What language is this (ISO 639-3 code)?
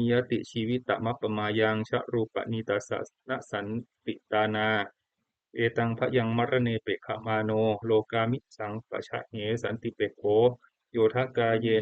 pli